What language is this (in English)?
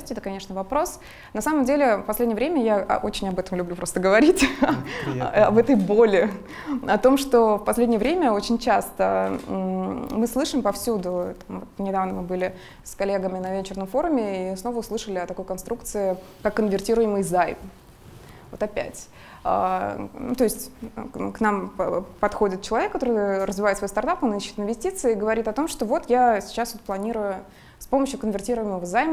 Russian